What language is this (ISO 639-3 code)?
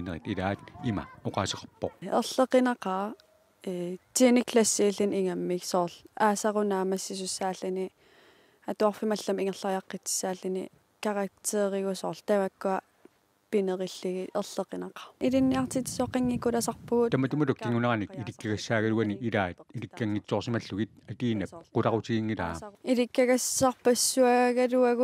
kal